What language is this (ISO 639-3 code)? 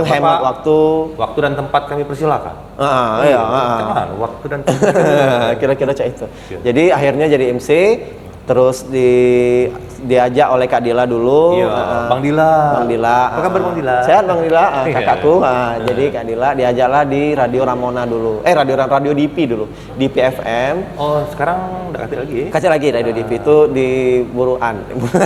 mui